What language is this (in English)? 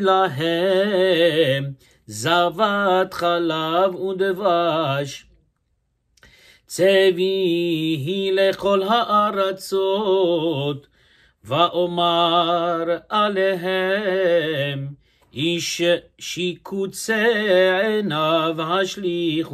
Hebrew